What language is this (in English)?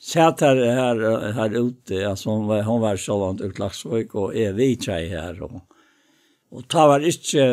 Faroese